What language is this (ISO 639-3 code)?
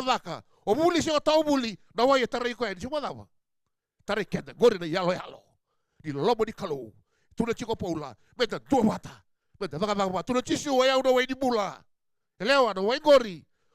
fij